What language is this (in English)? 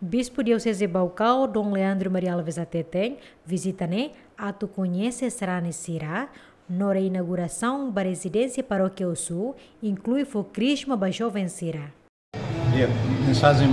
Tetum